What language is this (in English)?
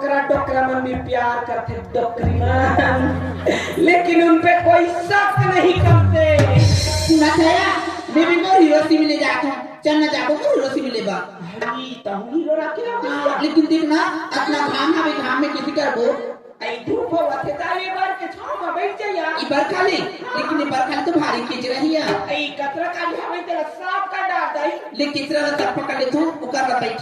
Chhattisgarhi